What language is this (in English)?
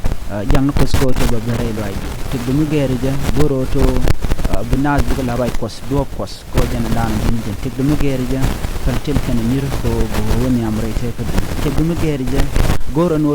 Nuer